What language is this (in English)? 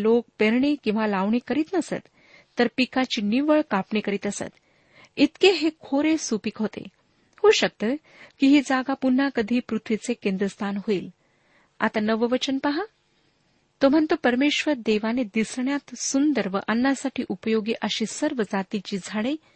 Marathi